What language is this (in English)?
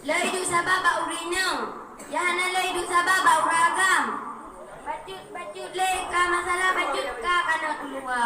Achinese